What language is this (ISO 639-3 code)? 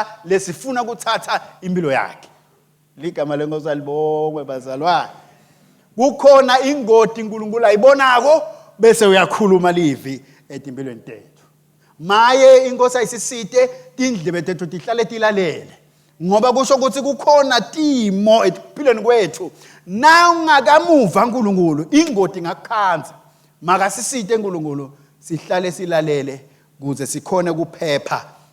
ssw